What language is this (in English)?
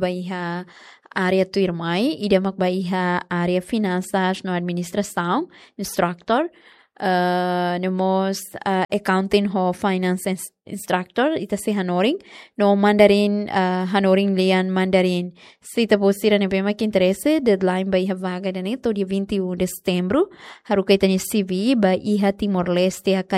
Tetum